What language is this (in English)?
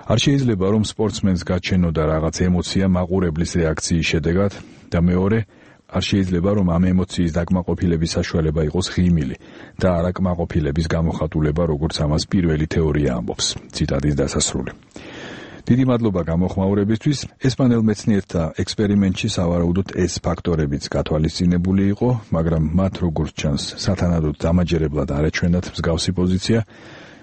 Georgian